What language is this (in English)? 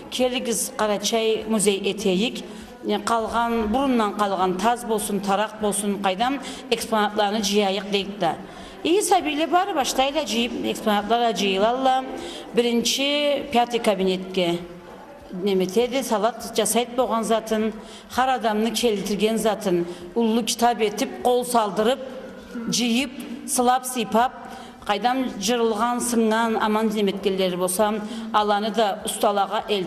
Karachay-Balkar